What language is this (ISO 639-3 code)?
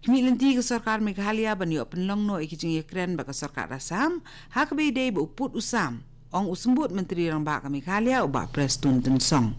kha